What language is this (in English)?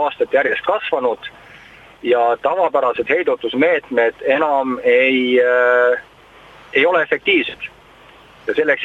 Estonian